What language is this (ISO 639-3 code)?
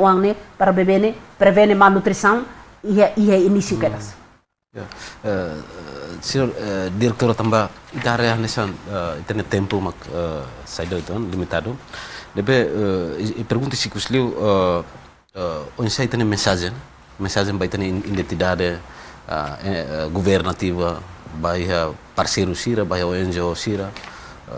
tet